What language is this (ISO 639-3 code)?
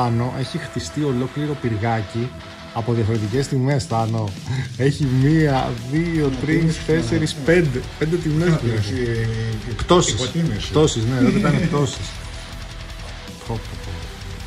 ell